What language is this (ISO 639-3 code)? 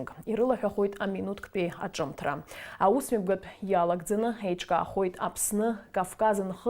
abk